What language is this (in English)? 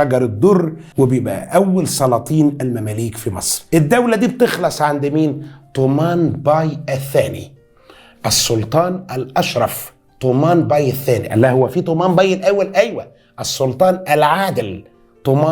Egyptian Arabic